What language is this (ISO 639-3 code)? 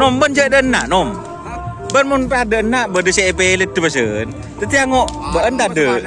mad